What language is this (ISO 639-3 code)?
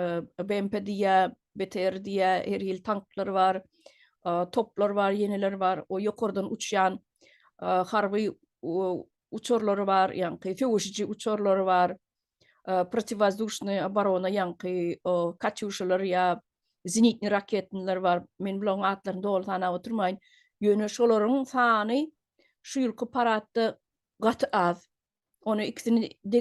tuk